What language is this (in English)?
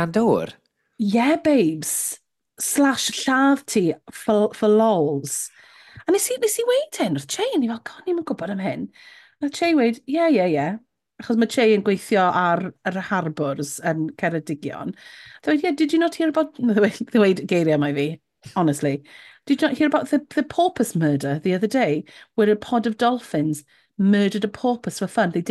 Welsh